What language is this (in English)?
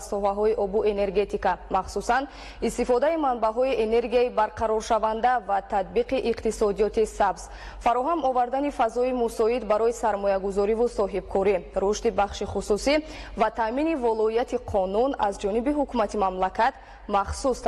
Tajik